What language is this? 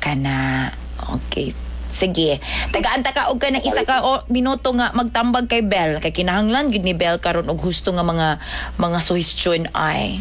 Cebuano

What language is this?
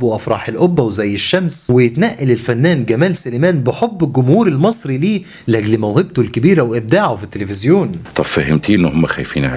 Egyptian Arabic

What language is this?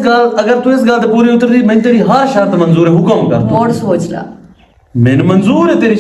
Western Panjabi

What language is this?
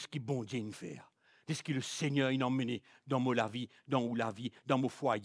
Morisyen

